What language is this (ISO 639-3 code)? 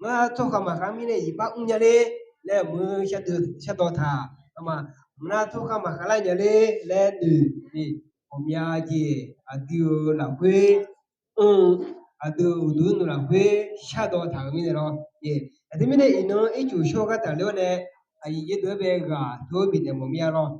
ahk